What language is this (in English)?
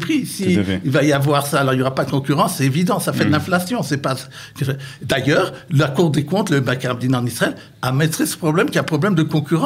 French